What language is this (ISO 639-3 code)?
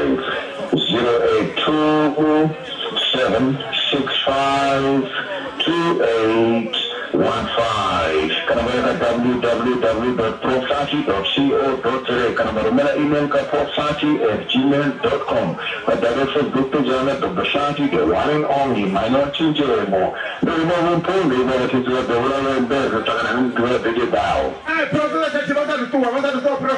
ven